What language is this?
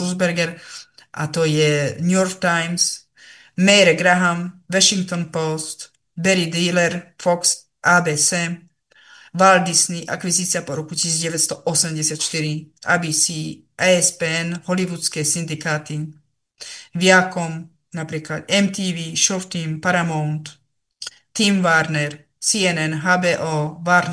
Slovak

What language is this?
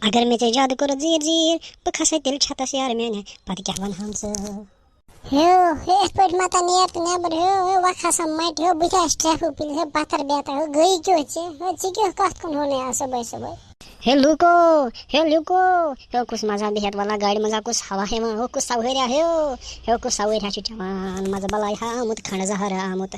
Kashmiri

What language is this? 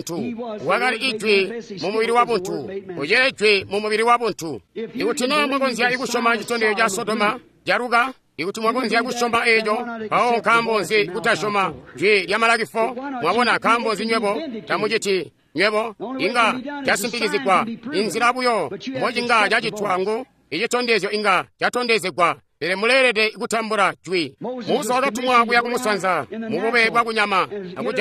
Tonga (Zambia)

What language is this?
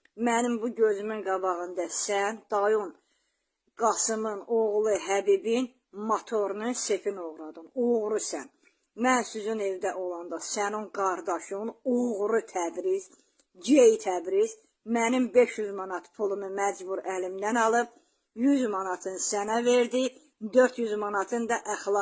Azerbaijani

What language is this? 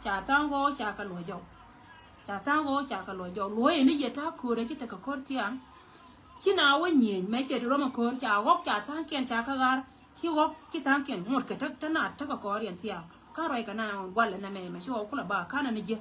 Nuer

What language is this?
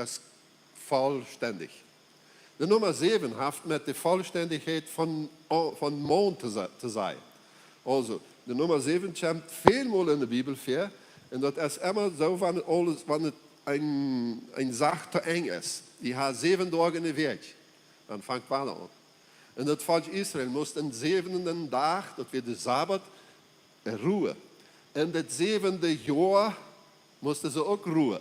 Plautdietsch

